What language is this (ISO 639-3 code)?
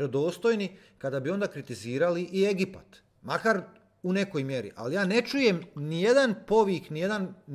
hrv